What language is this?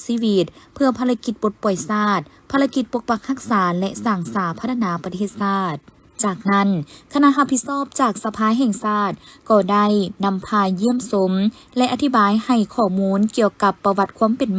Lao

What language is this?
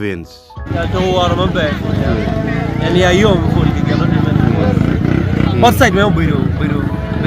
Acoli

